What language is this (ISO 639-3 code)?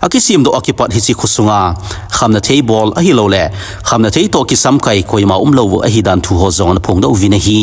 tcz